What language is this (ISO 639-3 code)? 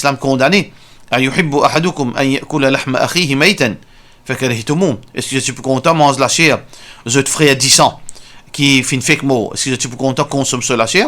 mfe